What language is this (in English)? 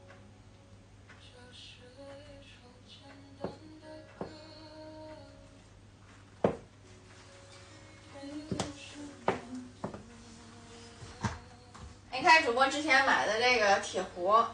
Chinese